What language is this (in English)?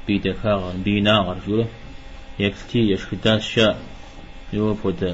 Kabardian